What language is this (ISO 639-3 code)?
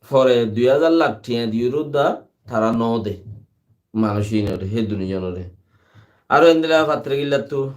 rhg